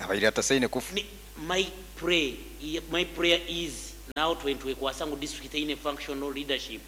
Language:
Nyoro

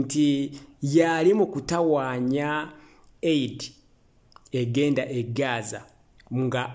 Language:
Ganda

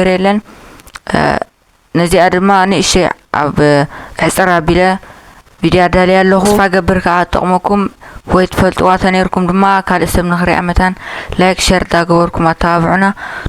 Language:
Tigrinya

